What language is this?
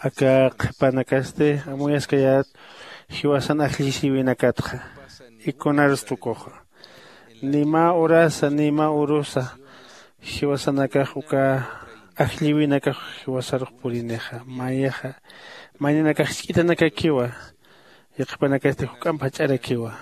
Aymara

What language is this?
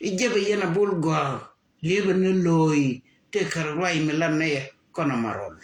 Nuer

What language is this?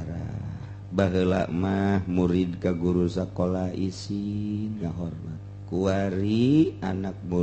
Sundanese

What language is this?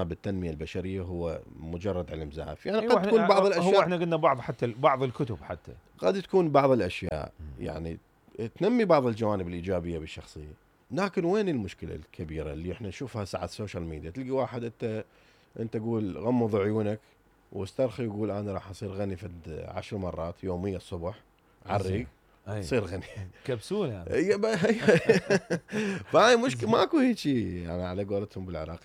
Mesopotamian Arabic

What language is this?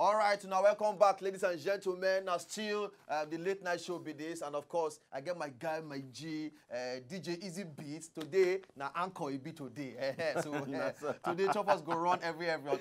Nigerian Pidgin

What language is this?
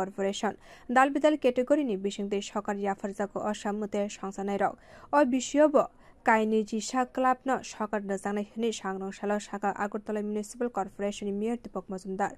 Kok Borok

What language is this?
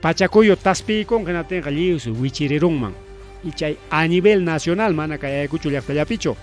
Ayacucho Quechua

